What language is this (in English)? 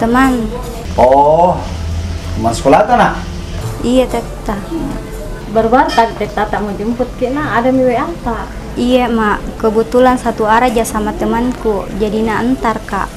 Makassar Malay